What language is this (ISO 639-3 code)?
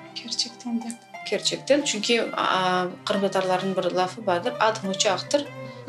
crh